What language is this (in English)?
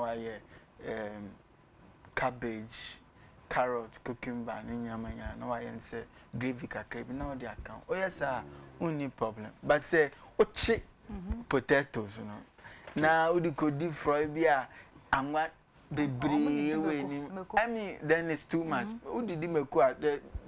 Akan